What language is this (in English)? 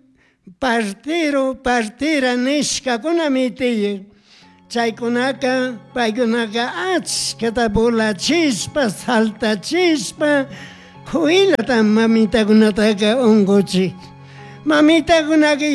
Chimborazo Highland Quichua